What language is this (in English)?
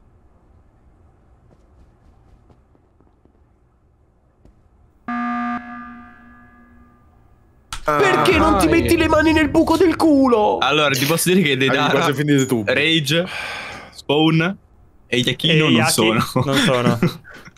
Italian